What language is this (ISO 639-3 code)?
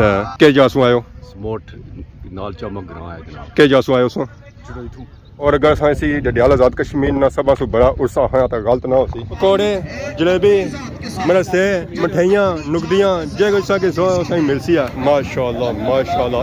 phr